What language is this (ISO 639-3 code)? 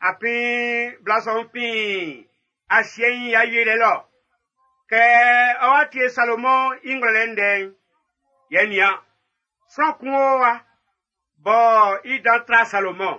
bci